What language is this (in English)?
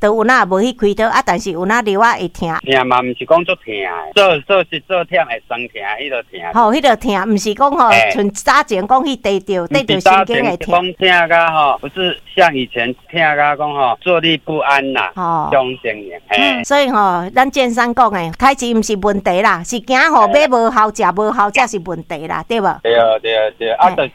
Min Nan Chinese